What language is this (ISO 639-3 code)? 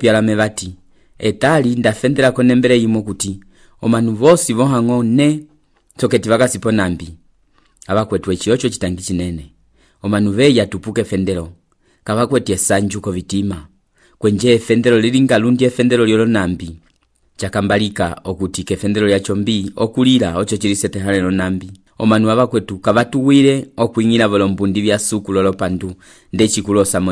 umb